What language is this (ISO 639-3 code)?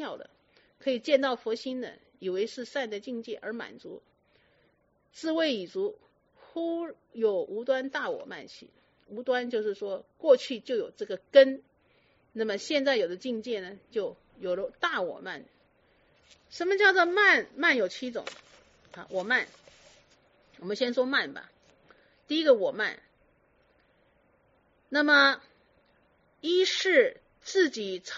zho